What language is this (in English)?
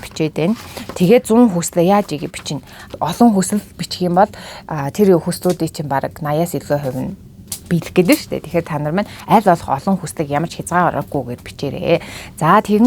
Mongolian